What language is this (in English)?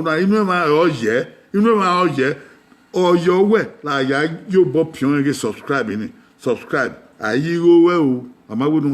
Bini